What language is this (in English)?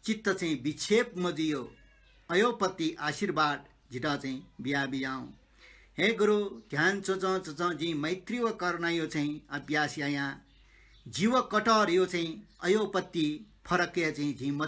Newari